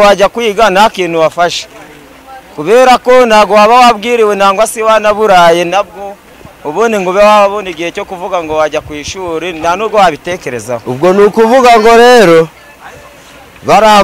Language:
Kinyarwanda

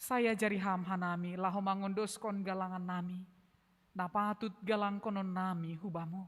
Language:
Batak Simalungun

